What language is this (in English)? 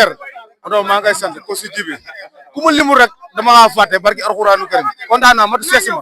Wolof